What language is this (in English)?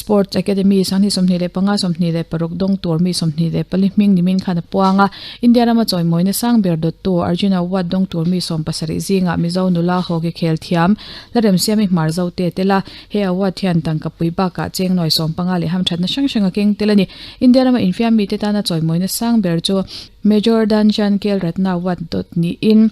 Mizo